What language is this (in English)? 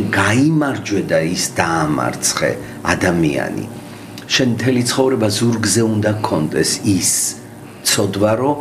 Georgian